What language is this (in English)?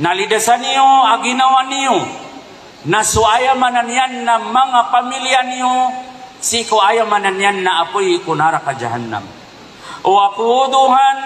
Maranao